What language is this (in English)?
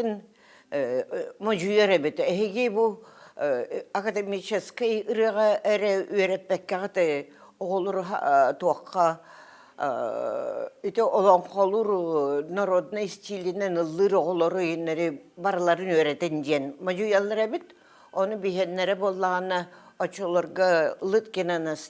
Yakut